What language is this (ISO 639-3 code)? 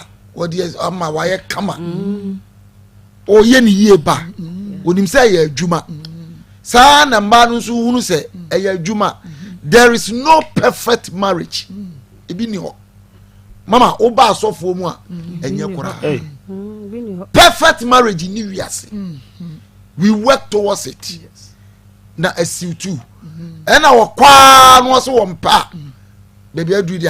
aka